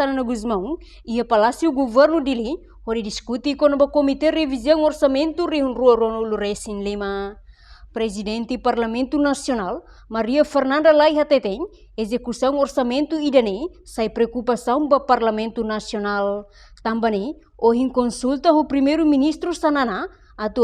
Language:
Tetum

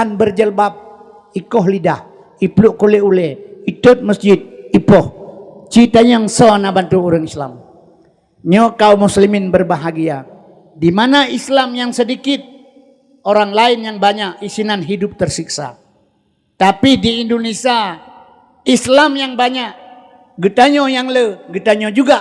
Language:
Achinese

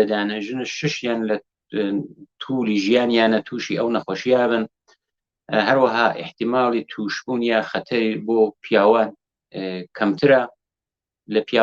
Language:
Central Kurdish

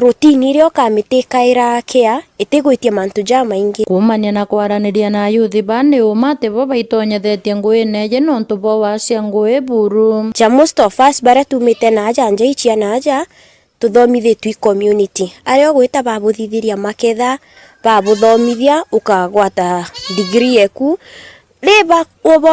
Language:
Meru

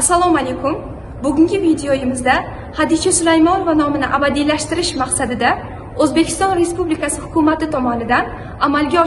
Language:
Uzbek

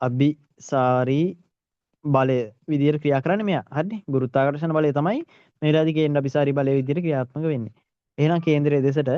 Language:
Sinhala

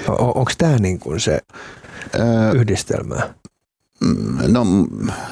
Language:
Finnish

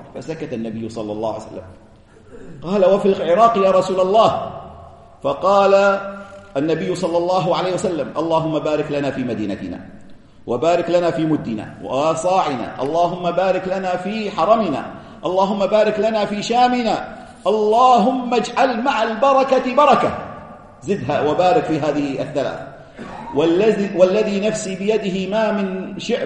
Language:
Arabic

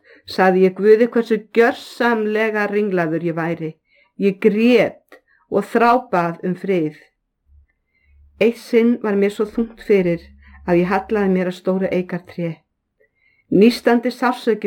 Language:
Icelandic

